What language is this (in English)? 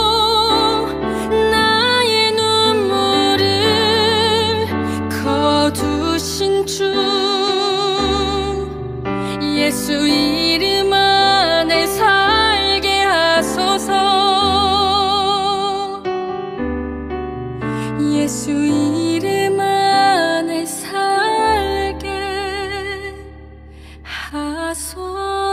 Korean